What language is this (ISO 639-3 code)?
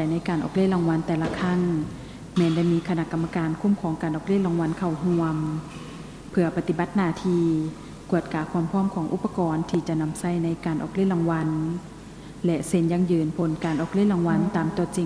lao